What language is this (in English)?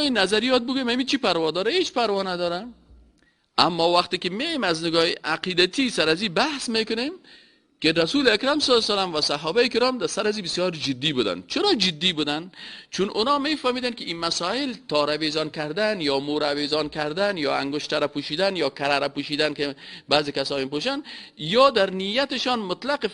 Persian